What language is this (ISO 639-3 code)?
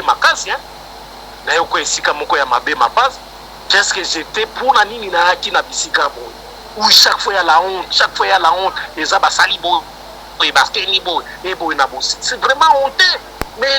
lin